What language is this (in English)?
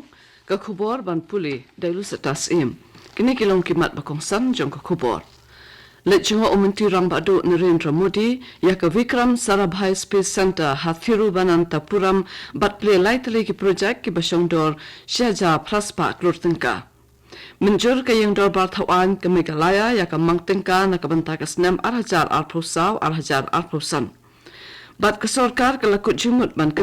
Khasi